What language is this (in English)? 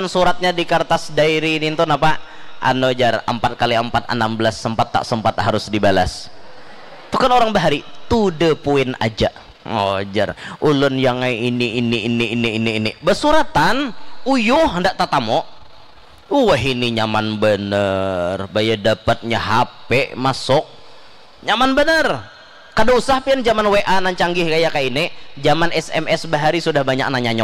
Banjar